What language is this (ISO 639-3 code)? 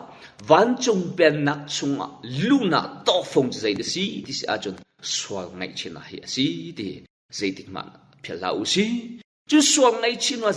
cnh